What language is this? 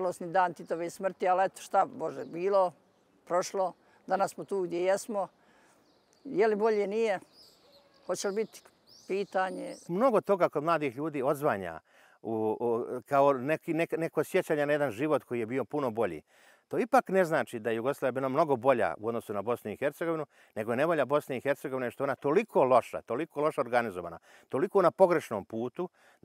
Bosnian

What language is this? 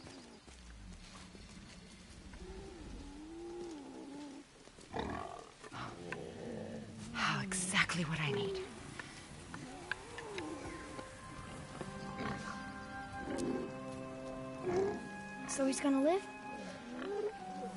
English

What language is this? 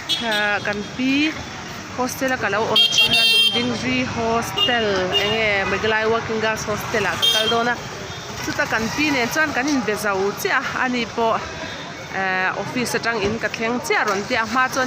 Mizo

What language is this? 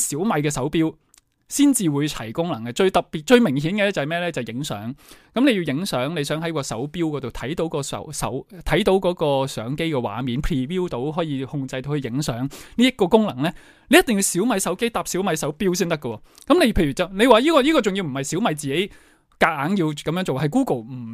Cantonese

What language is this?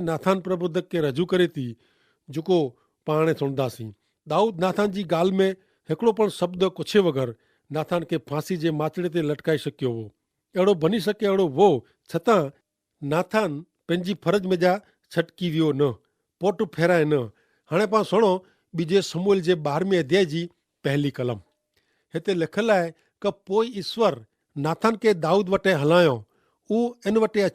Kachhi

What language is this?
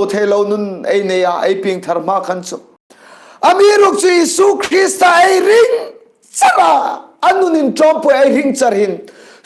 Hmar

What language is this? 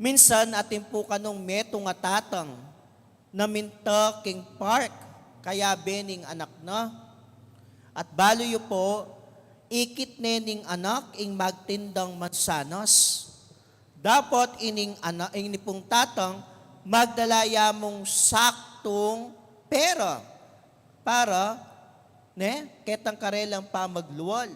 Pampanga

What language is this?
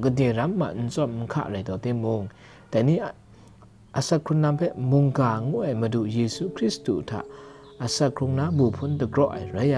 Kachin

